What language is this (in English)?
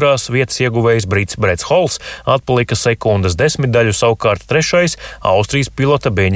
Latvian